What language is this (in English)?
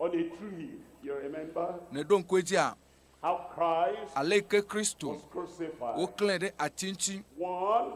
Ewe